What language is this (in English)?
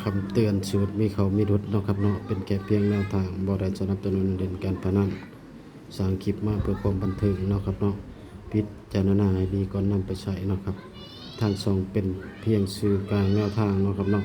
Northeastern Thai